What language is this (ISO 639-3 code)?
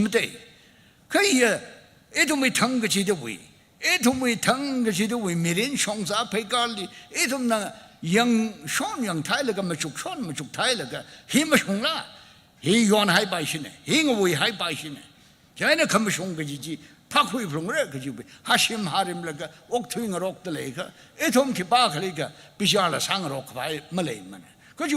nmf